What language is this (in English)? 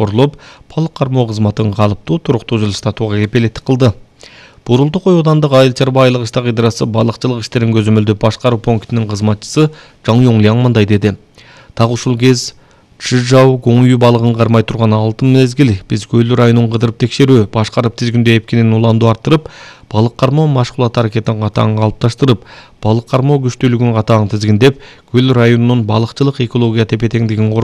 Kyrgyz